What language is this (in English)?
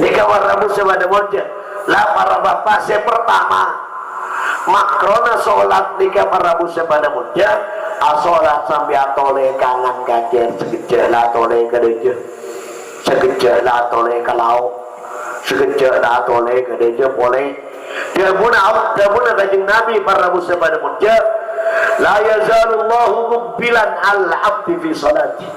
Madurese